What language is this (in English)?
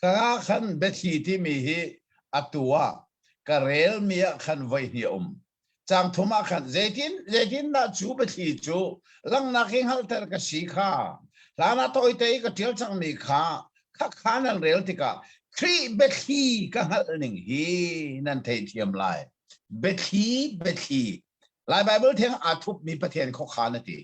Hakha Chin